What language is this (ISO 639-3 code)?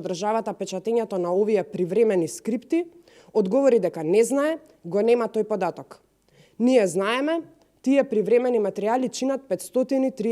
mkd